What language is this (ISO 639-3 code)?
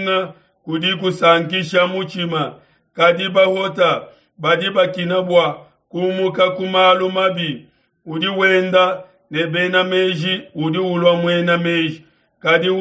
lua